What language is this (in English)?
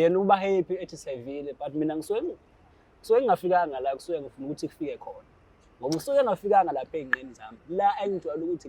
Zulu